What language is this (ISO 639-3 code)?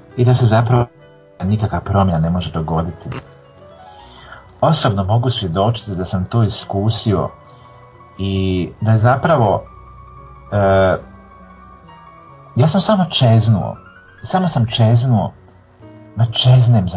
hrv